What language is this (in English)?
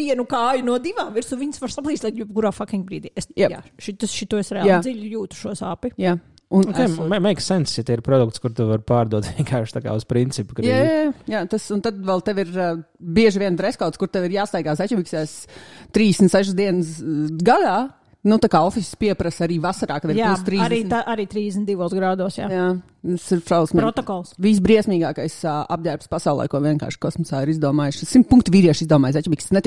Latvian